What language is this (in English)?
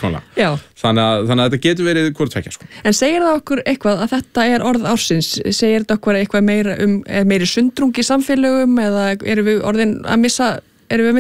Icelandic